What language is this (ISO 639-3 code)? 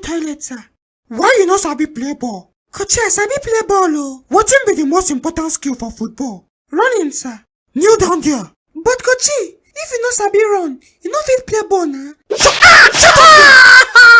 pcm